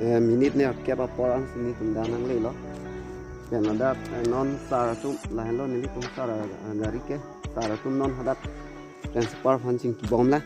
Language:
Karbi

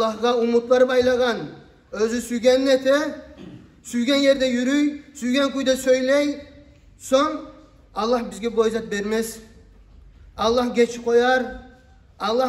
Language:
Kumyk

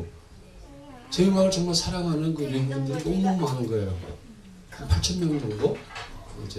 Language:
Korean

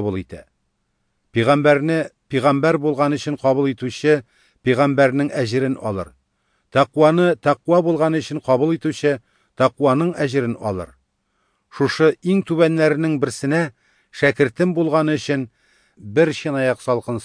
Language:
Tatar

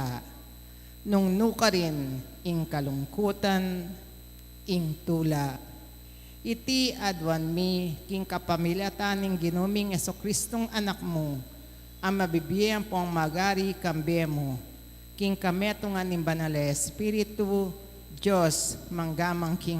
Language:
Pampanga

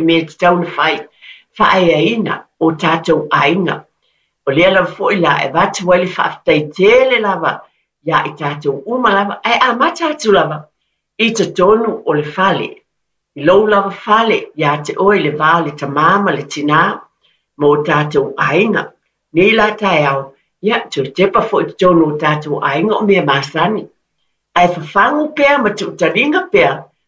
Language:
Samoan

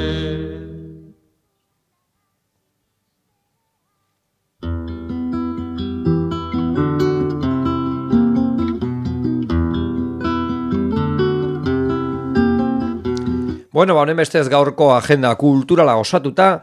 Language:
Basque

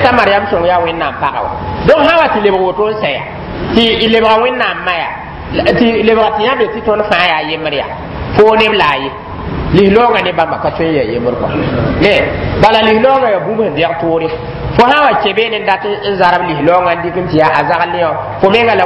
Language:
Mossi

